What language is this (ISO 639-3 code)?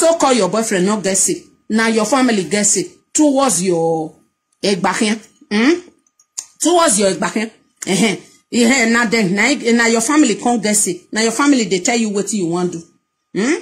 pcm